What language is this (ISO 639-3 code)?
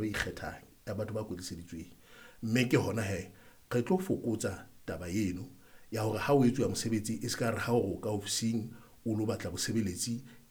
sot